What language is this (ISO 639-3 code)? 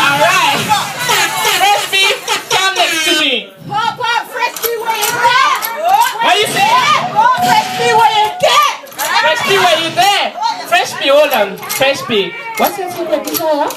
jam